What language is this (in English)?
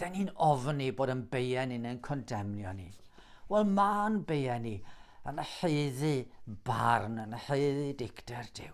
Welsh